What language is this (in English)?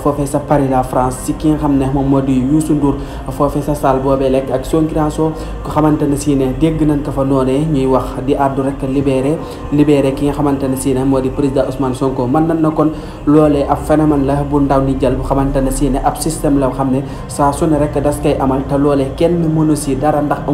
Wolof